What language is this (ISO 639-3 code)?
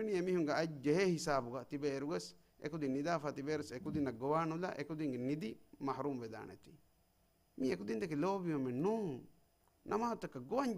div